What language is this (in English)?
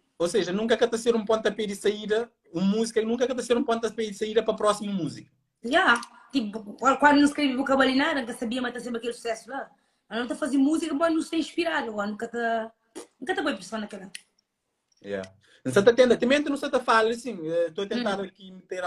Kabuverdianu